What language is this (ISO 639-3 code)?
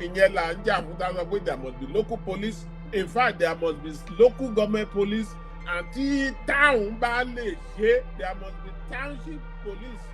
yor